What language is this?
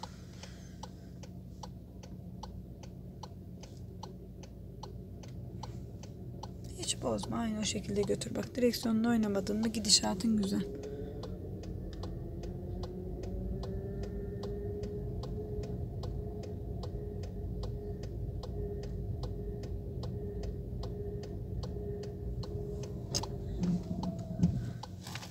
Turkish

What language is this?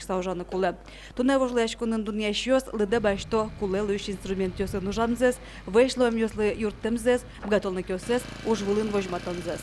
Udmurt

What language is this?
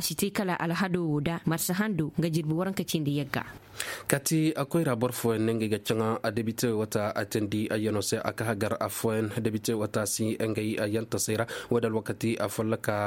Koyraboro Senni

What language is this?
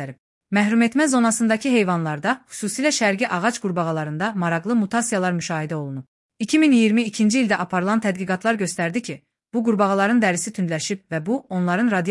Azerbaijani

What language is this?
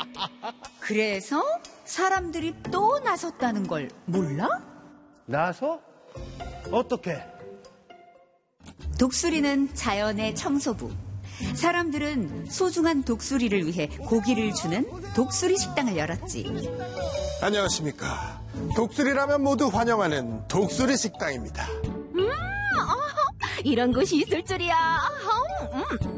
Korean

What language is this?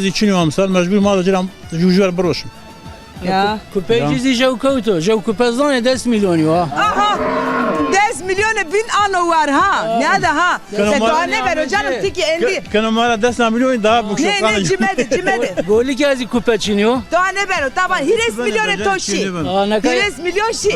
Zaza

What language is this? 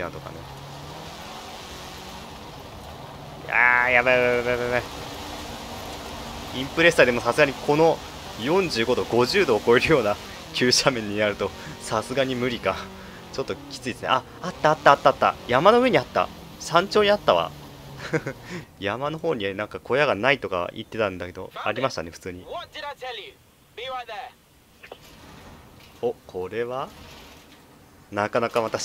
Japanese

